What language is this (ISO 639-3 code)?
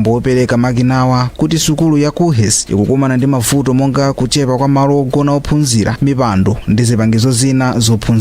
nya